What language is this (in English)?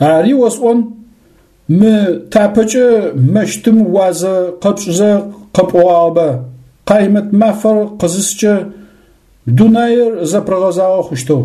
Adyghe